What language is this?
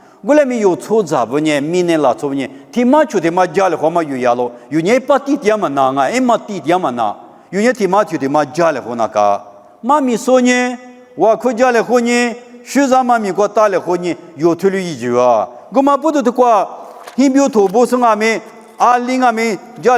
Lisu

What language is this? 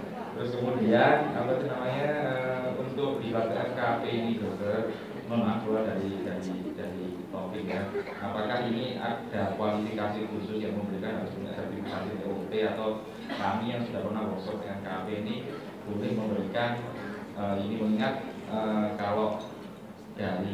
Indonesian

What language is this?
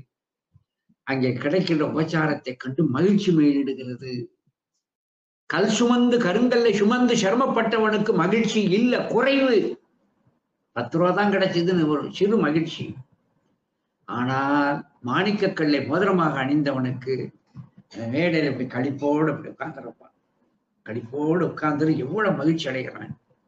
Tamil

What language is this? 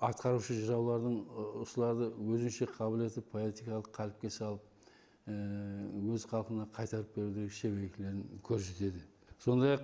Kara-Kalpak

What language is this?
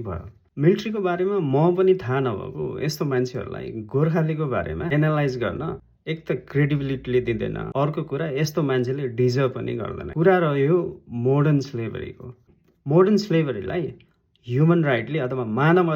Nepali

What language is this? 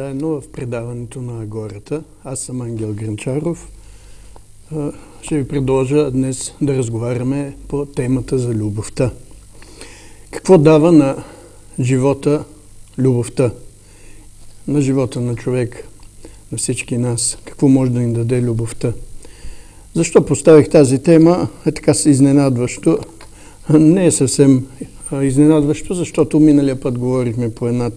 Bulgarian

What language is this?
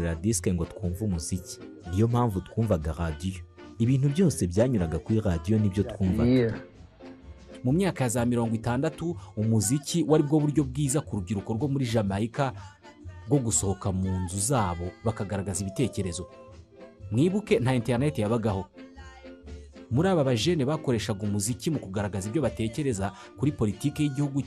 Kinyarwanda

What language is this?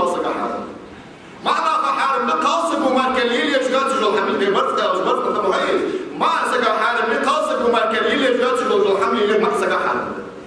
Ingush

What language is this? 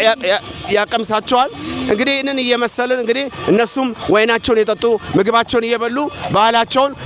Amharic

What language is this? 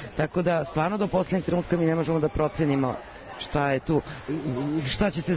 Serbian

